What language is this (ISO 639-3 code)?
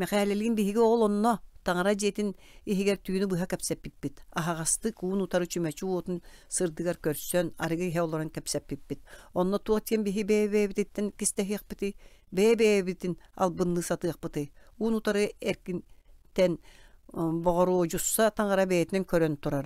sah